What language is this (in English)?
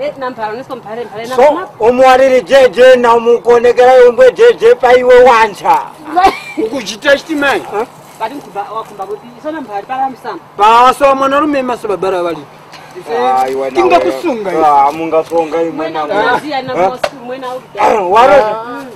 Tumbuka